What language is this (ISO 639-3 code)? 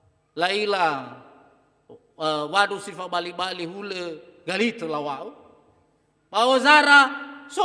nia